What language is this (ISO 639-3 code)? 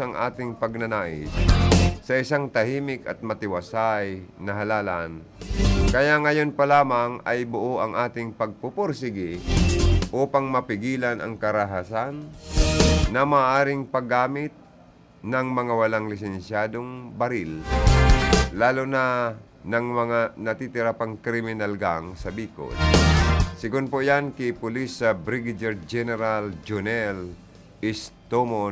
bik